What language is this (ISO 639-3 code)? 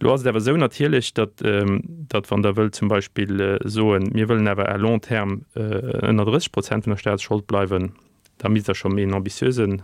ltz